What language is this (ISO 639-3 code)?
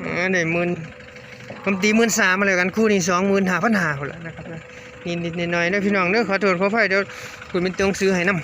tts